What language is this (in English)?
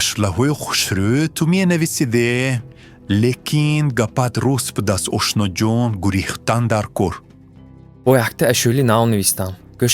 Tajik